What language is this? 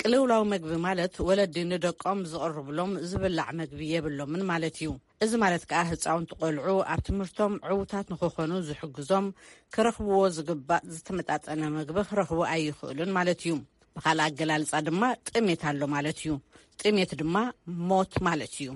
Tigrinya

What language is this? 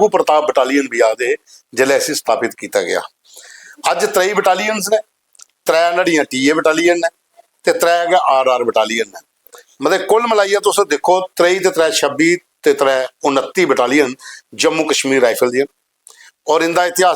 Dogri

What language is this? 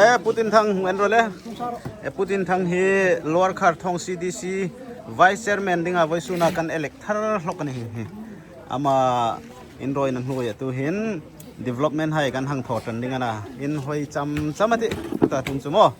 Hmar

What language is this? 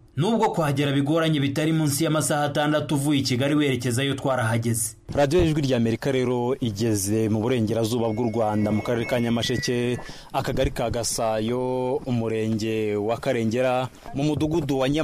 Kinyarwanda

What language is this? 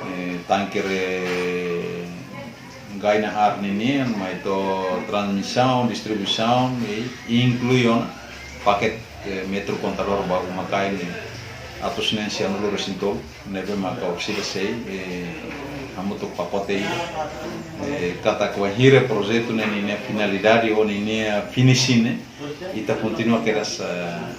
Tetum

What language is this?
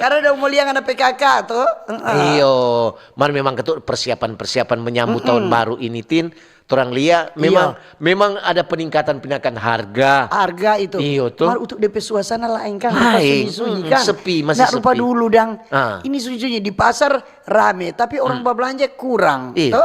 Manado Malay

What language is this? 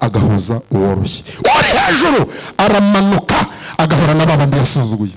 Kinyarwanda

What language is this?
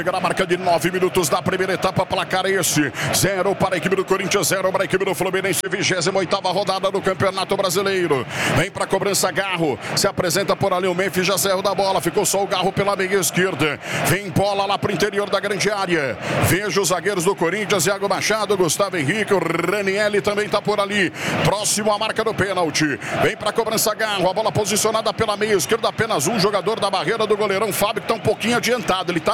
Portuguese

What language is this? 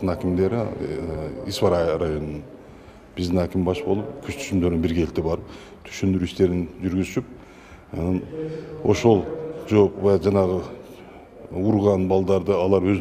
Kyrgyz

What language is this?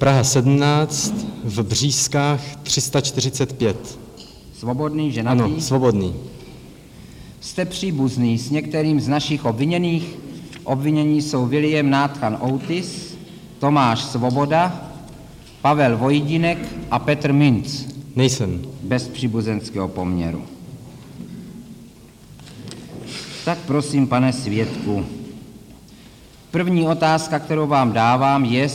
Czech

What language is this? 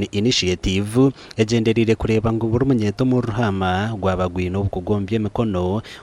Nyankole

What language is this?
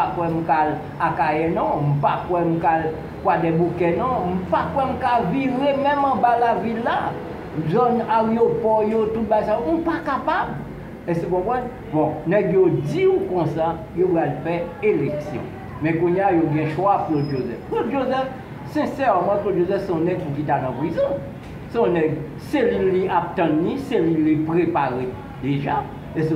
Haitian Creole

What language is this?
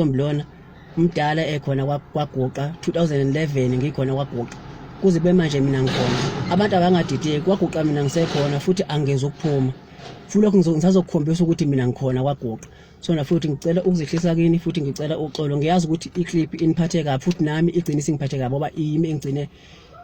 Zulu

